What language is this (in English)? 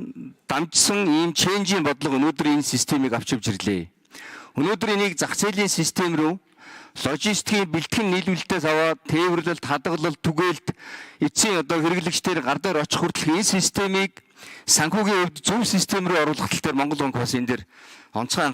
Mongolian